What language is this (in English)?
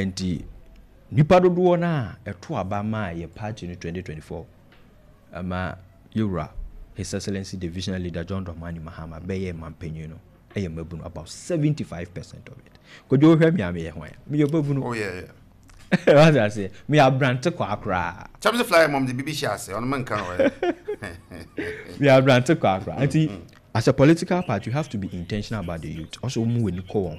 Akan